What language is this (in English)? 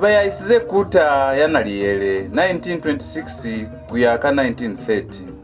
Lozi